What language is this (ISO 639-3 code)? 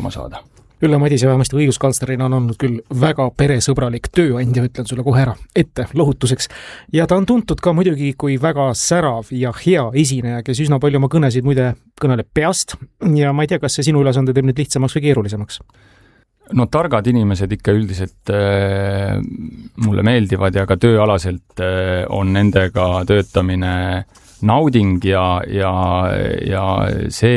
est